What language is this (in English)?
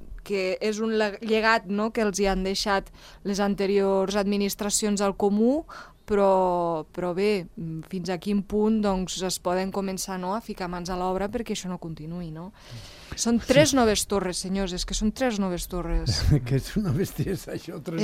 Catalan